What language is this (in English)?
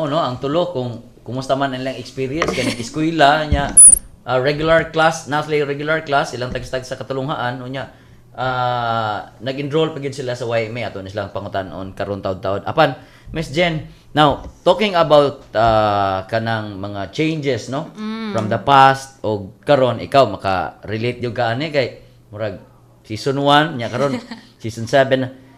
Cebuano